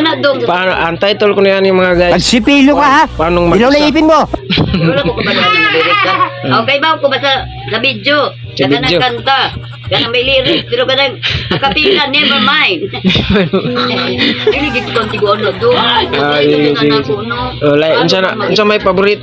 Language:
Cebuano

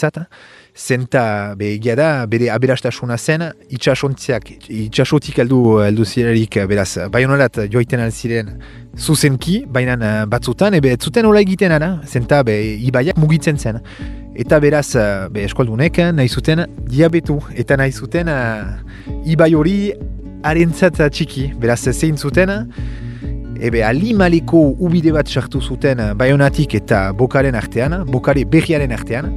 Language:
Basque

